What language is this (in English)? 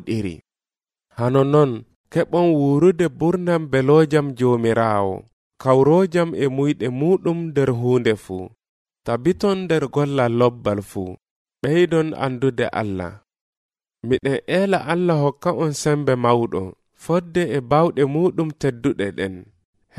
Nigerian Fulfulde